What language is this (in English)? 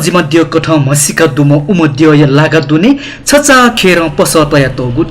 Newari